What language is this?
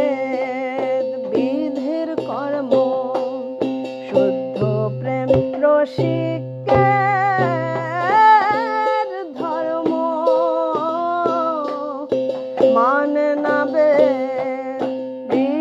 Bangla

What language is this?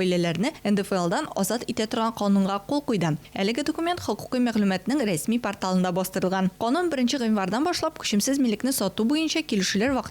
Tatar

